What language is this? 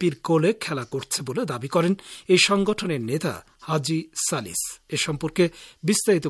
Bangla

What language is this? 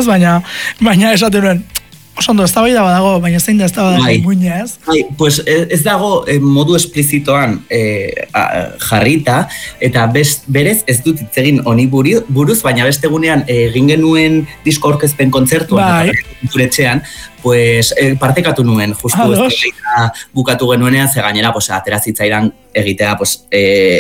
Basque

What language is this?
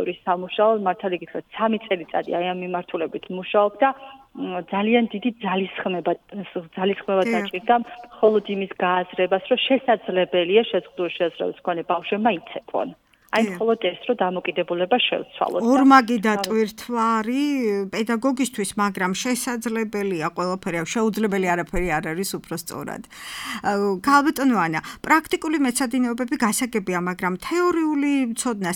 Georgian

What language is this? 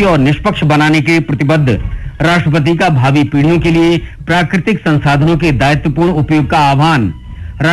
Hindi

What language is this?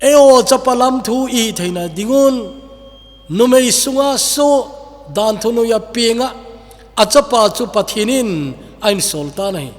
Thado Chin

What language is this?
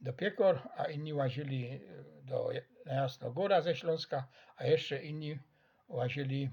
Silesian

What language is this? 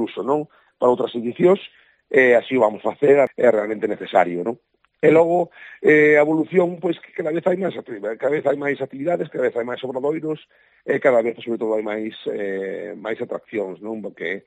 Galician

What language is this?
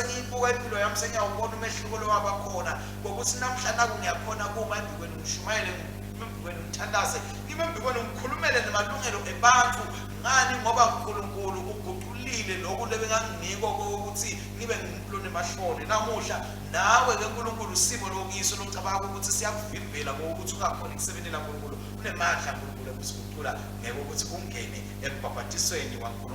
Swati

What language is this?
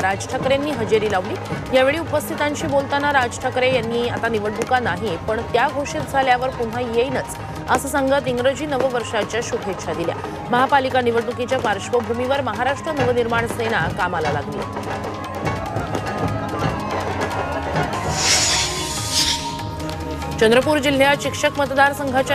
Marathi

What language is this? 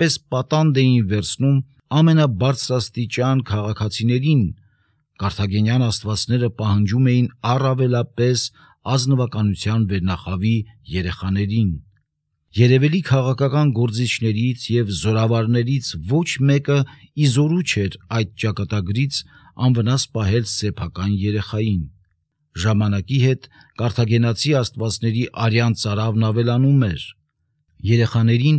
Armenian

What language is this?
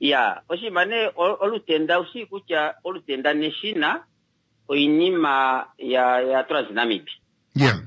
Kuanyama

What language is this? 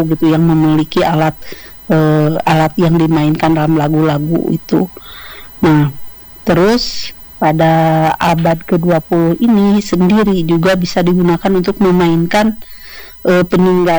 Indonesian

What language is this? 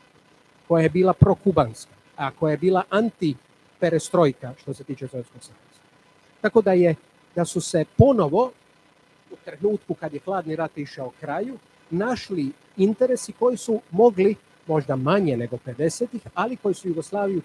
Croatian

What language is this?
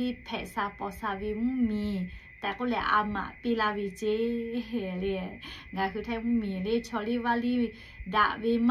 Lahu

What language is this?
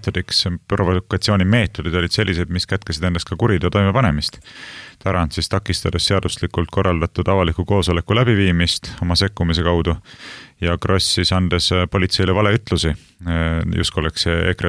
Estonian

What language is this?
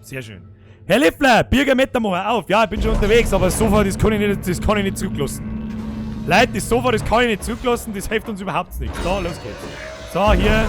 Bavarian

